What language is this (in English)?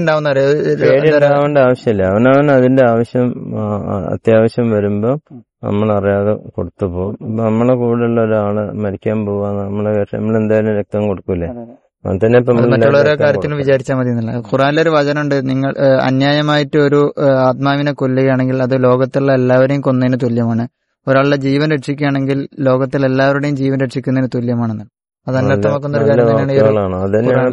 Malayalam